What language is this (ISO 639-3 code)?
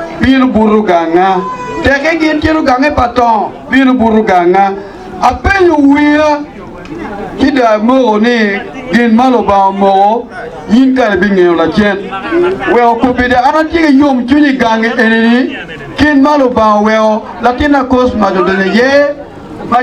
ach